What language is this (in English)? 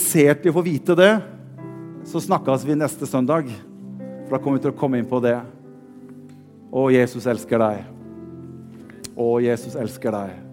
Norwegian